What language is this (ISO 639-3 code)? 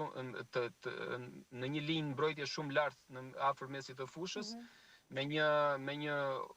sqi